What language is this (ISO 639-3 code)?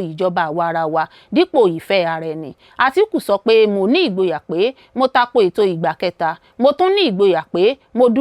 yor